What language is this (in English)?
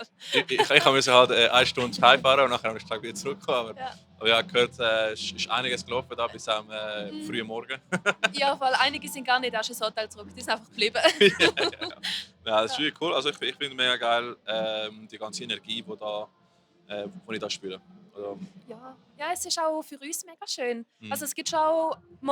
Swiss German